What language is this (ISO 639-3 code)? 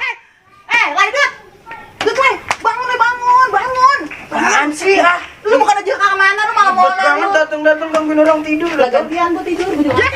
bew